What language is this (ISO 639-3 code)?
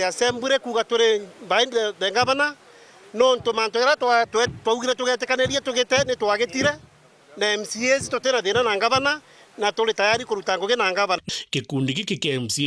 mer